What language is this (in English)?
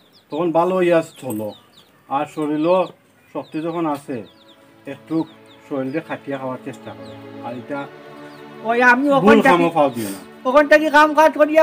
Sylheti